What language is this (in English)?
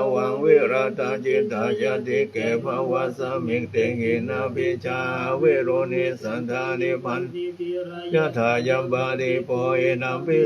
Pali